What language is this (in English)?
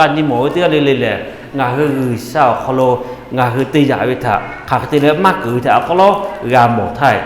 Lahu